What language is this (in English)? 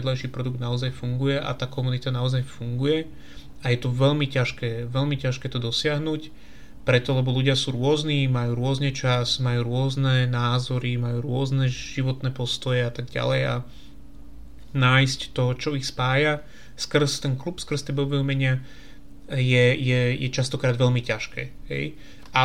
Slovak